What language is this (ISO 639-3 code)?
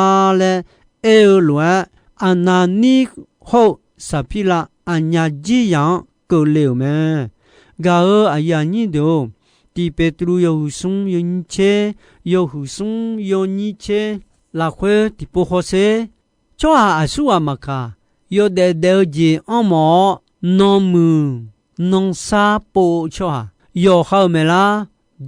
ahk